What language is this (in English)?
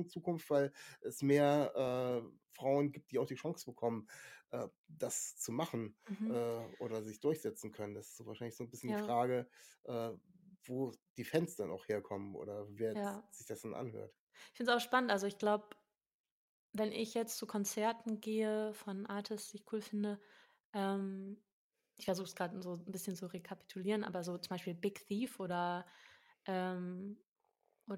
German